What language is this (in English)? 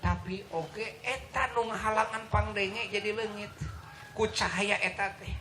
Sundanese